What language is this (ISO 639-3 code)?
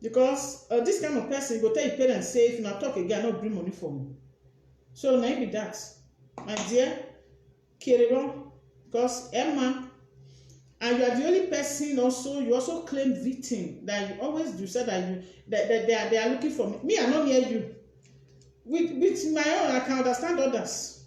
pcm